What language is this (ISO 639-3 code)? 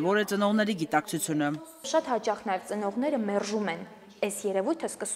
hye